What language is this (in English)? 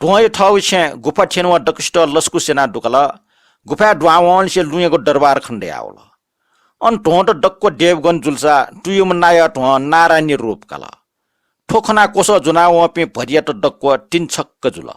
Newari